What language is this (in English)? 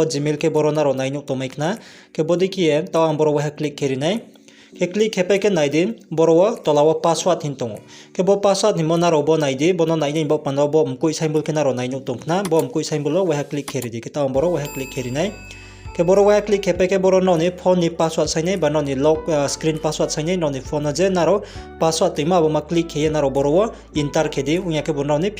Riang (India)